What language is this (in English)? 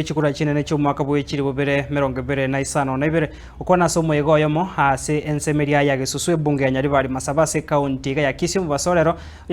Gusii